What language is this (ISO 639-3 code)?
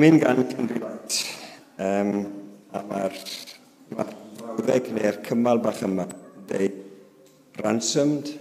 cym